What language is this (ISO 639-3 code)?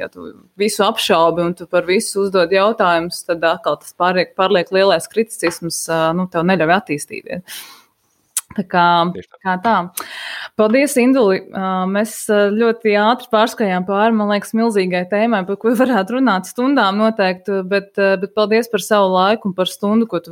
lav